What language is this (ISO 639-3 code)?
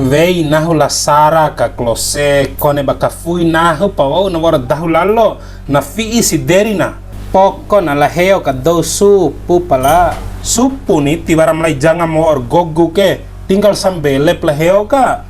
bhp